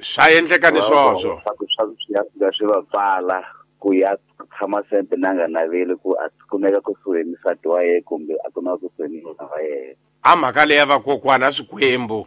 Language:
Tsonga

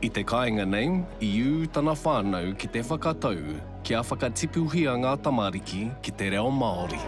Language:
Māori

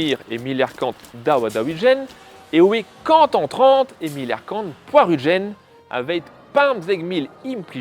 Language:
Breton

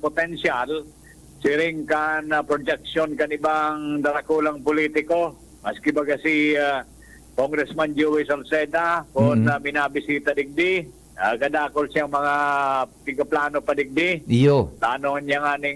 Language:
Bikol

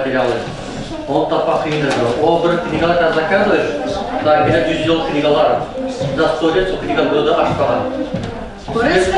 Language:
Nogai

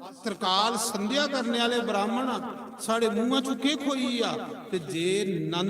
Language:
Dogri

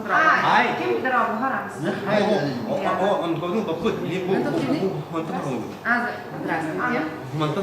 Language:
Yakut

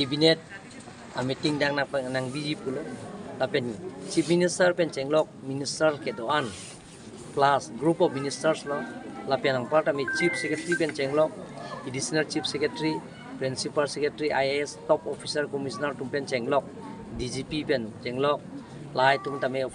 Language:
Karbi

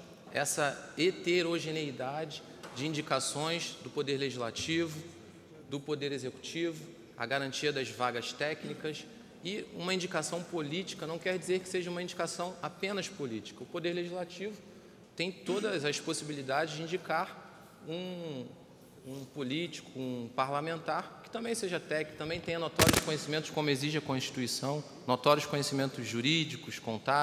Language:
Portuguese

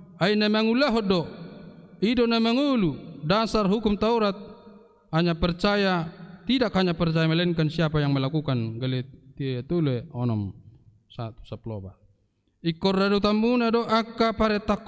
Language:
Batak Toba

